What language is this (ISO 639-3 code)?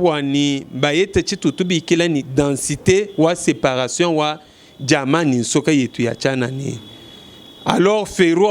lua